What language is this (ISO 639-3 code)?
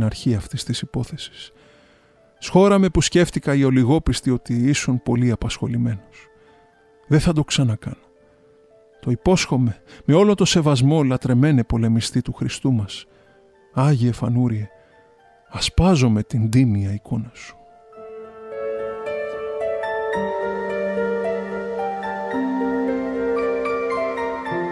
ell